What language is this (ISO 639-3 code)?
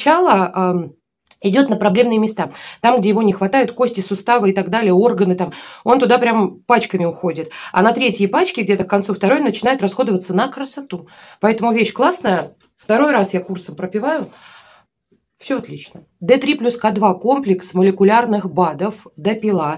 rus